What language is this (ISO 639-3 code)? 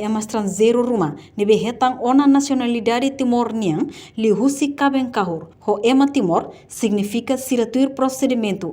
tet